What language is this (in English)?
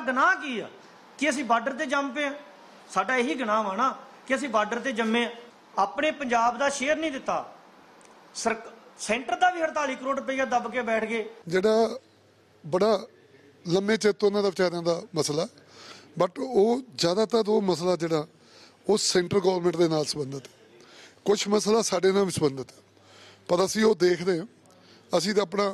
Punjabi